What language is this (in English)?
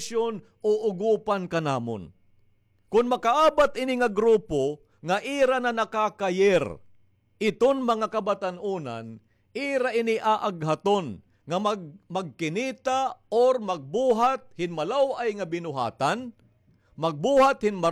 Waray